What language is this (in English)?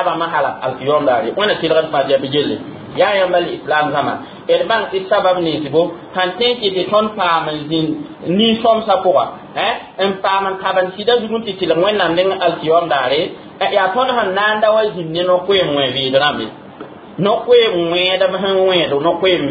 Mossi